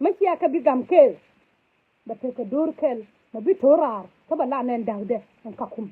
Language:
Nuer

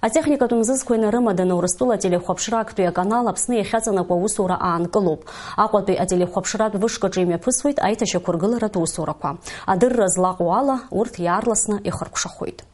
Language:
Abkhazian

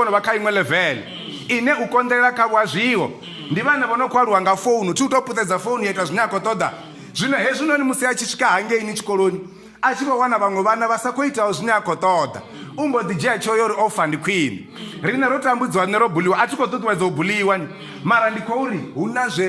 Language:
Venda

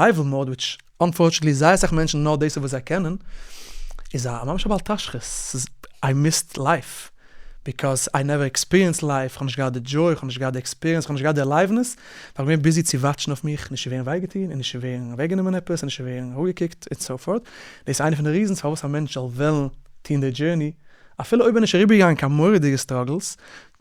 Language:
Yiddish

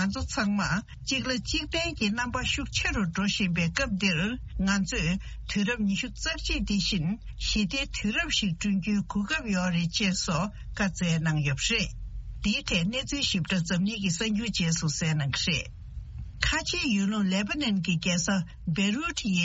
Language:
Tibetan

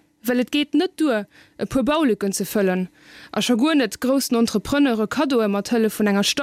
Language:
Luxembourgish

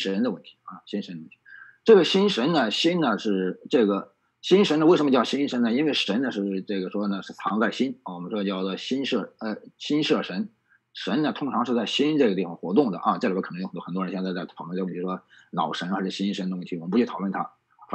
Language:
Chinese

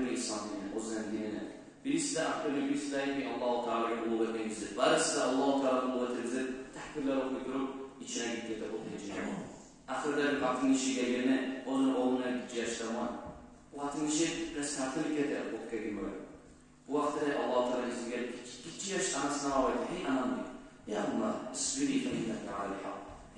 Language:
Kumyk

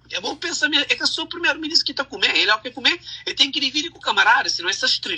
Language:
Kabuverdianu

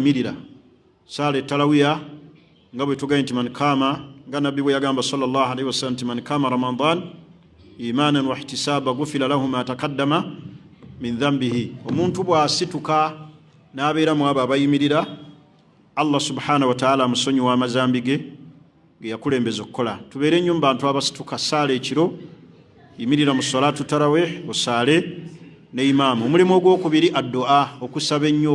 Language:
Ganda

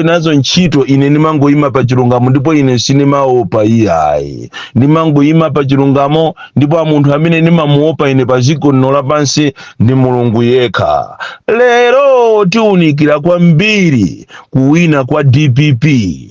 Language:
Nyanja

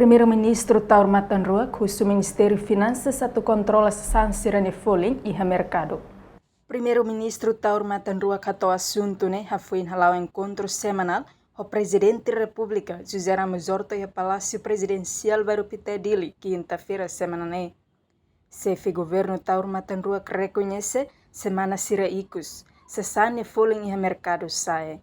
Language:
Tetum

